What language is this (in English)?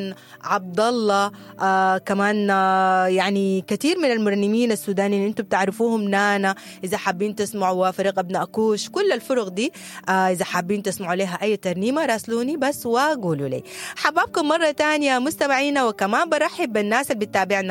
Sudanese Arabic